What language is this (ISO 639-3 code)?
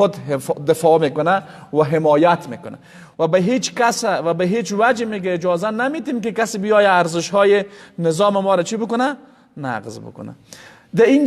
fas